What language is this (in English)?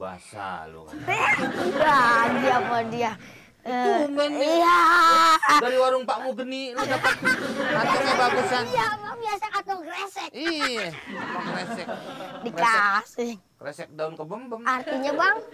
Betawi